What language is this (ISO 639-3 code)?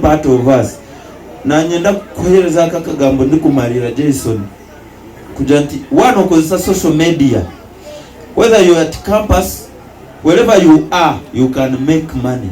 nyn